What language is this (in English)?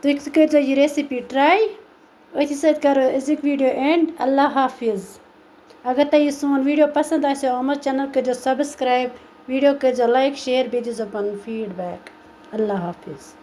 Kashmiri